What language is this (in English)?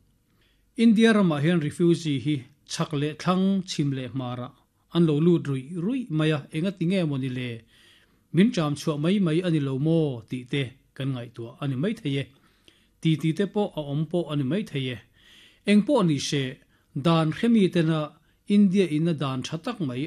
Mizo